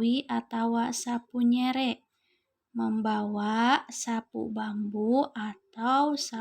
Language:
Sundanese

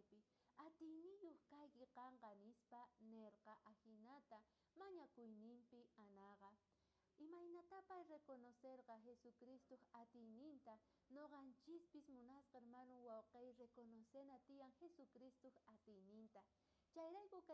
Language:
South Bolivian Quechua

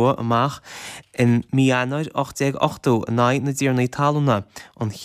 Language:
Irish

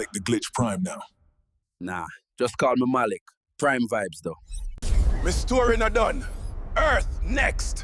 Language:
Jamaican Creole English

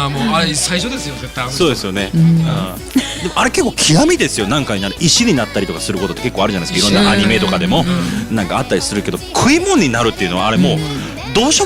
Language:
Japanese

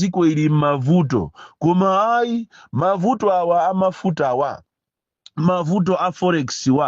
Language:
Nyanja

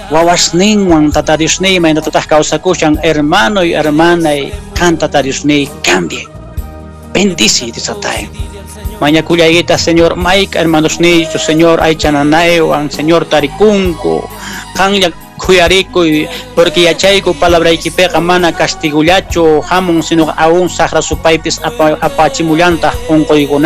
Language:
Quechua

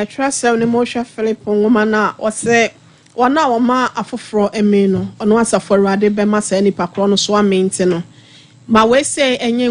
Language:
Akan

